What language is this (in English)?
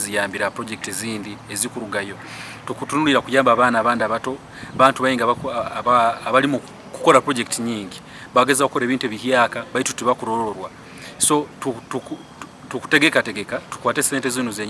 Nyankole